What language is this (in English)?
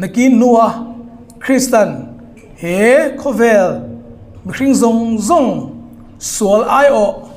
Hmar